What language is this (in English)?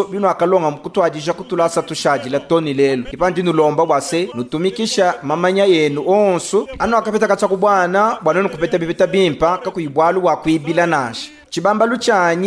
Luba-Lulua